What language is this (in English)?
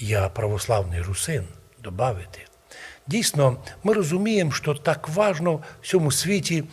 Rusyn